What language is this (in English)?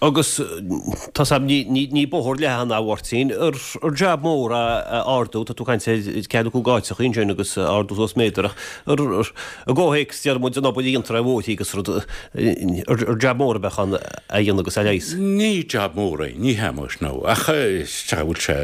Irish